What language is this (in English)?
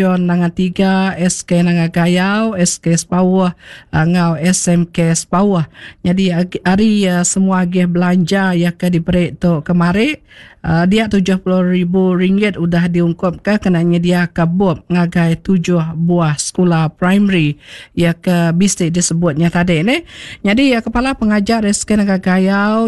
Iban